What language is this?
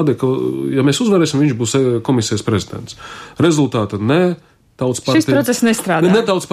Latvian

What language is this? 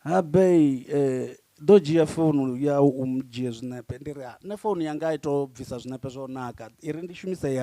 Venda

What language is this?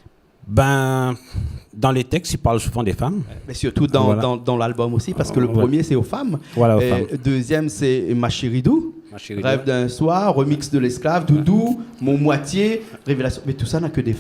Réunion Creole French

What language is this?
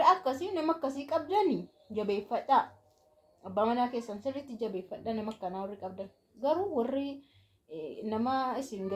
Oromo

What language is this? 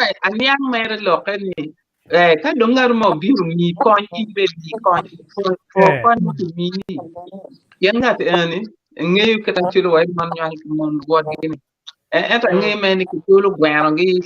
Acoli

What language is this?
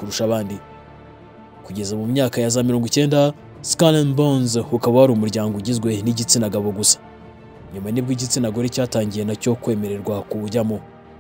Kinyarwanda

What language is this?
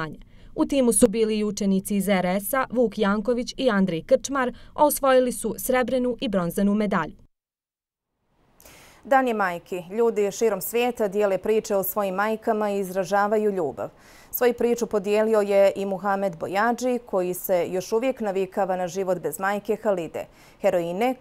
Bosnian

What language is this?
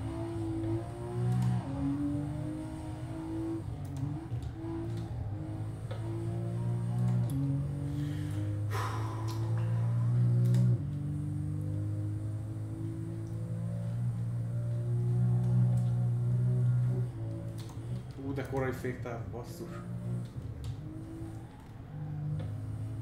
Hungarian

